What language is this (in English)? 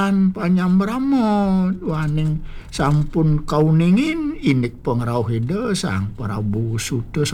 Balinese